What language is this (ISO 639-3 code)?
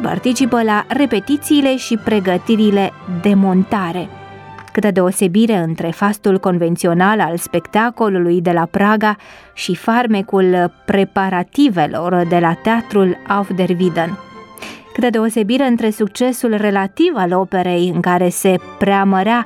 ron